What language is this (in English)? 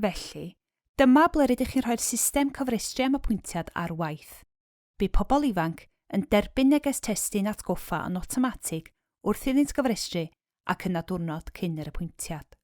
Welsh